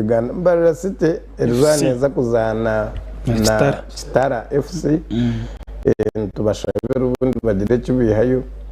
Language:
Nyankole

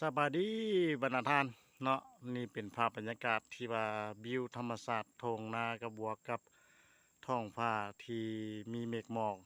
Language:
Lao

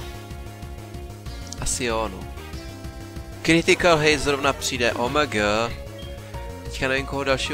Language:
Czech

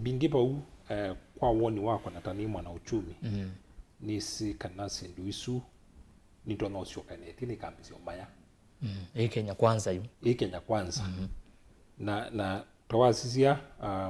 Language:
Kamba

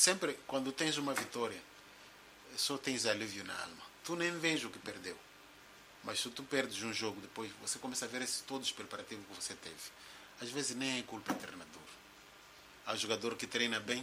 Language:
Portuguese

